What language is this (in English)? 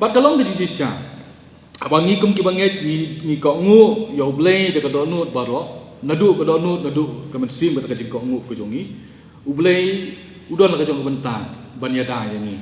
Khasi